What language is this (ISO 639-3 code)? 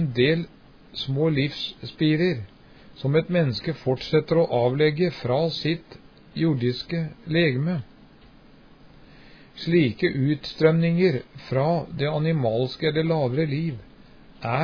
nor